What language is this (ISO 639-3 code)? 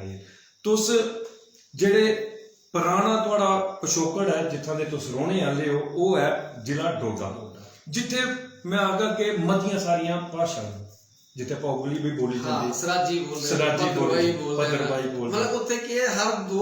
doi